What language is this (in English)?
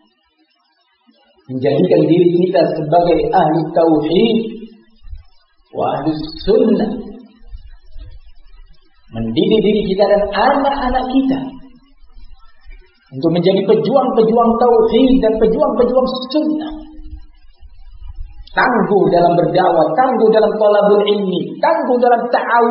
Indonesian